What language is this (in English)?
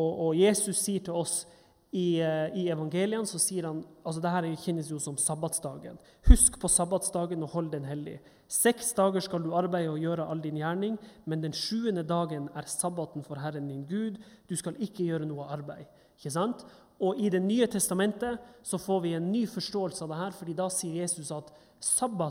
Norwegian